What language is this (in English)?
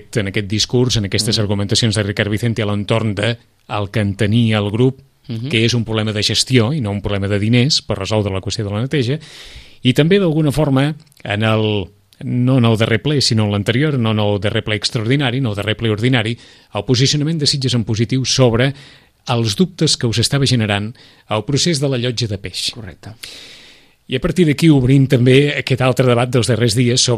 Catalan